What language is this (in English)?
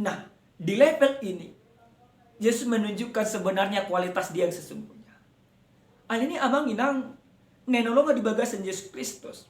Batak Toba